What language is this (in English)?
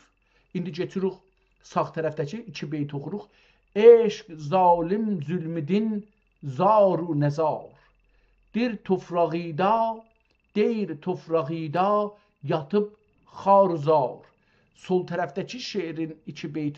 South Azerbaijani